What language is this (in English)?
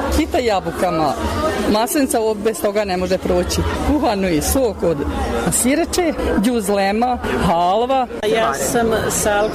Bosnian